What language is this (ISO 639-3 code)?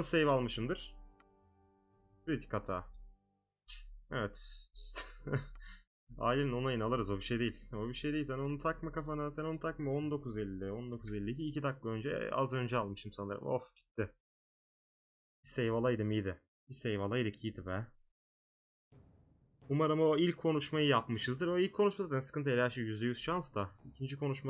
tur